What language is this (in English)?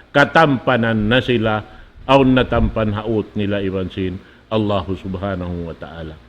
Tausug